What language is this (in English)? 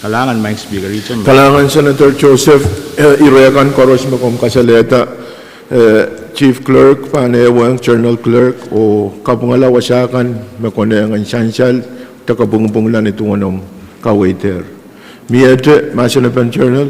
Pohnpeian